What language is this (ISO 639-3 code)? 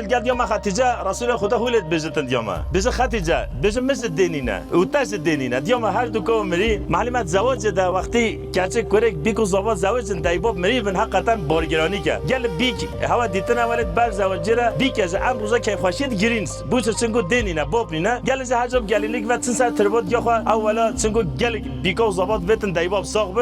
kur